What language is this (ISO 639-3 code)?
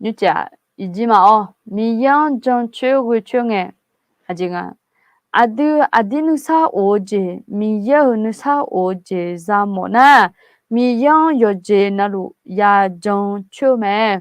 ahk